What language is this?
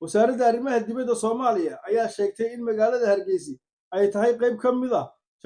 Somali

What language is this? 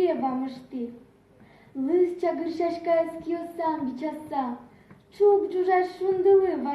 Udmurt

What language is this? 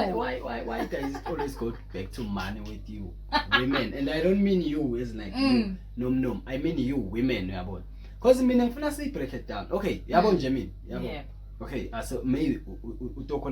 Zulu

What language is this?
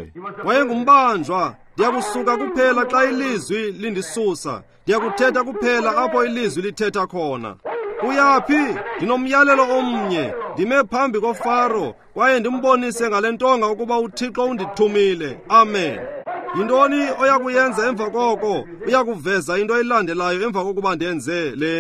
Xhosa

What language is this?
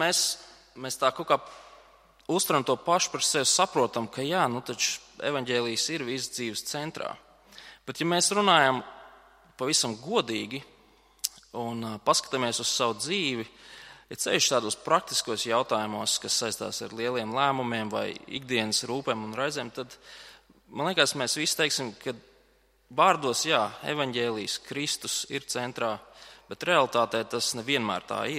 Latvian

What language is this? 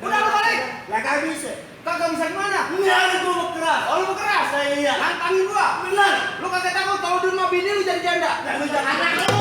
Betawi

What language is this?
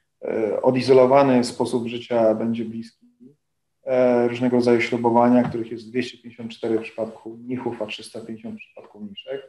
Polish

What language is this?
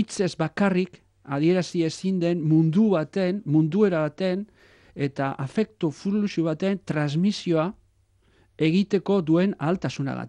Basque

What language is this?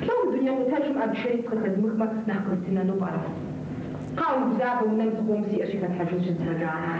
Kabardian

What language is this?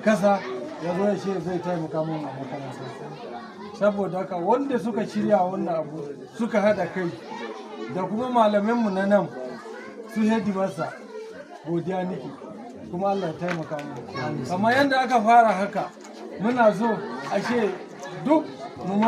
Hausa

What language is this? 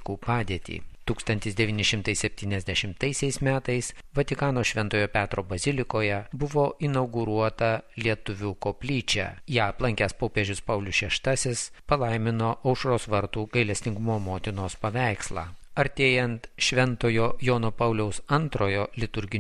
Lithuanian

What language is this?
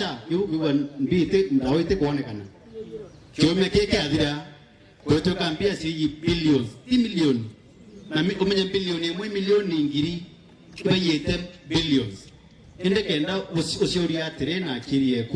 Meru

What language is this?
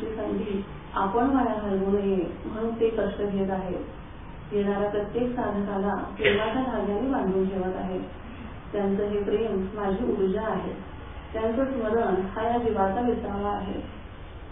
Marathi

